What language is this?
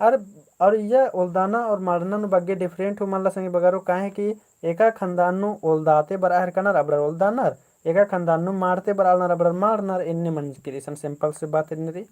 Kurukh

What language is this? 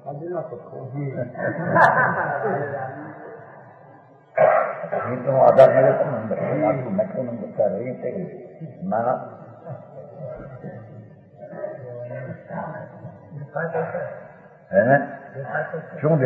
Gujarati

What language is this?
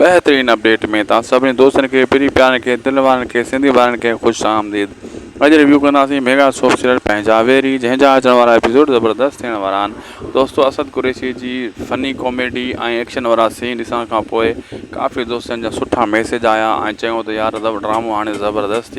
Sindhi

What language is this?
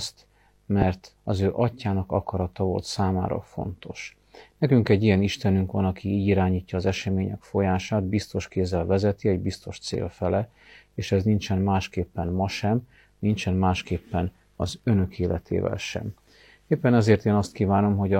Hungarian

